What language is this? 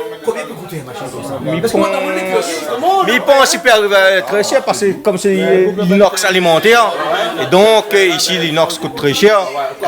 Réunion Creole French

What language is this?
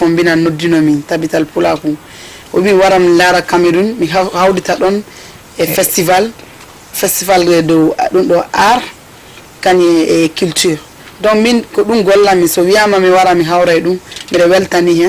Fula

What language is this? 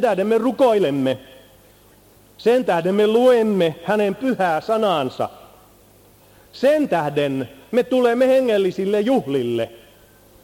Finnish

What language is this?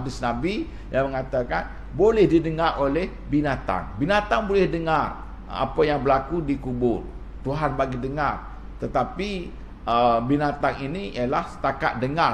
Malay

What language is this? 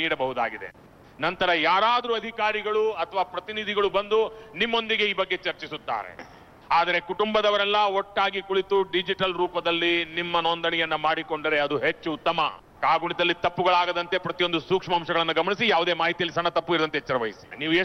Kannada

